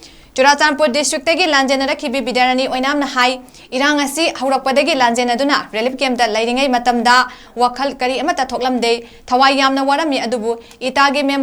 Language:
Manipuri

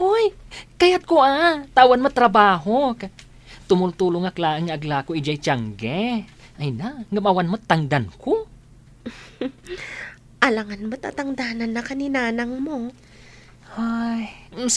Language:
Iloko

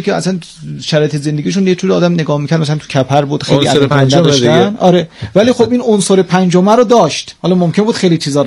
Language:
Persian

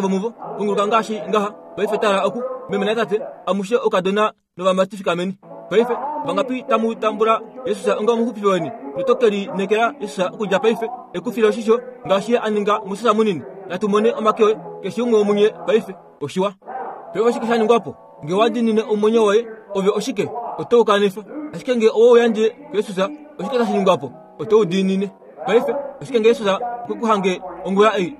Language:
Kuanyama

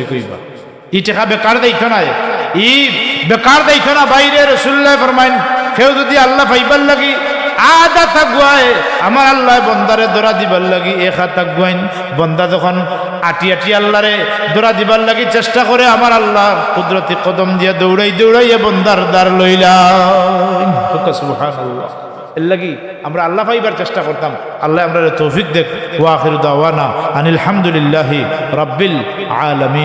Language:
Sylheti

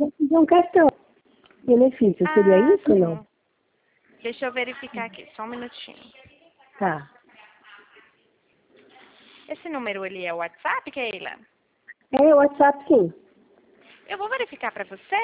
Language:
Portuguese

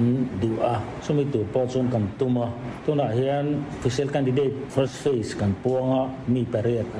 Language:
Mizo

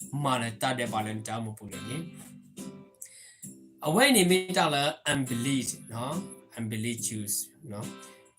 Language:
S'gaw Karen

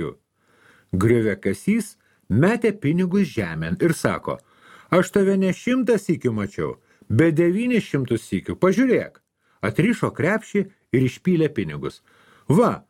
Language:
Lithuanian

